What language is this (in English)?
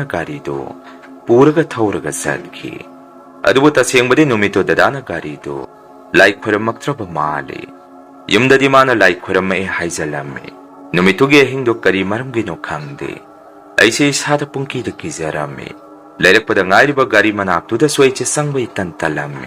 Manipuri